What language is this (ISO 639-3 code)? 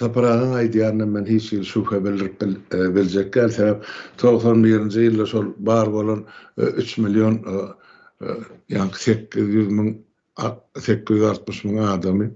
tuk